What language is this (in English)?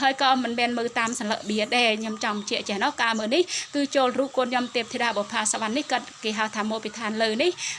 Khmer